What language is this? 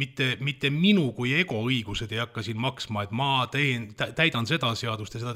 Estonian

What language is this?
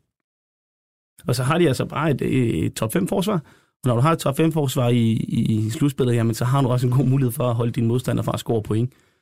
Danish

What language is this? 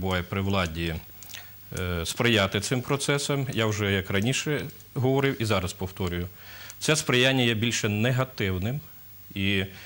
Ukrainian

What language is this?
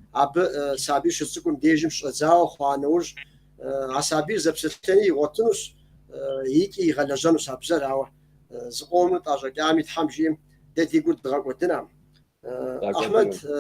Kabardian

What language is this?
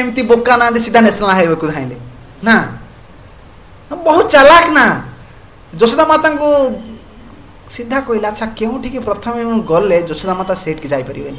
Odia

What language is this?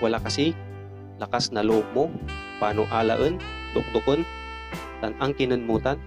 Pangasinan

